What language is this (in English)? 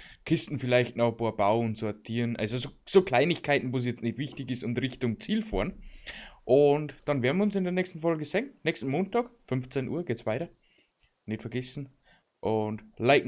Bavarian